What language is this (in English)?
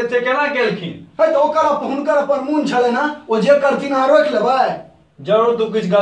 Maithili